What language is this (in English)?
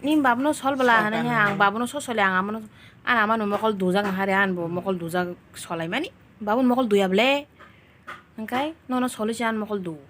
Kok Borok